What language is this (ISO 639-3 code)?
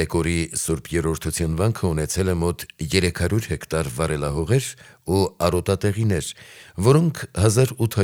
hye